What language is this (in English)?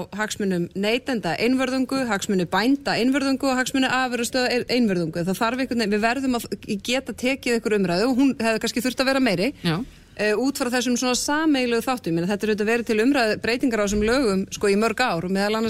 Icelandic